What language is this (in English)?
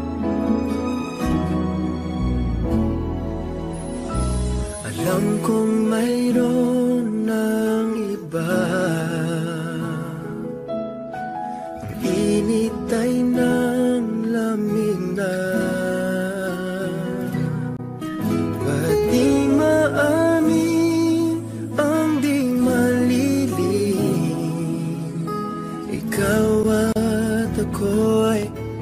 Filipino